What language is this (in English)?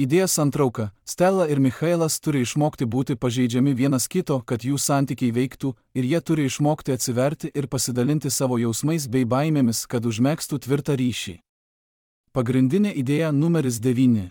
Lithuanian